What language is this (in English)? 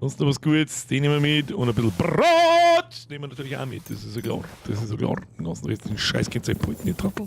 Bavarian